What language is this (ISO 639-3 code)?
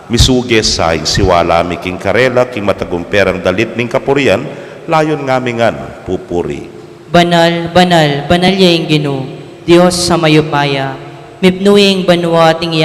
pam